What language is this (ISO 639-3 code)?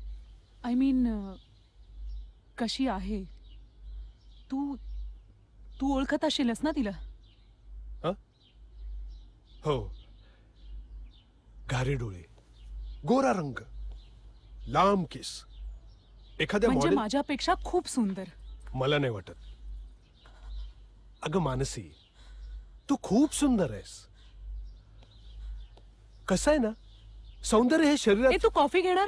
mar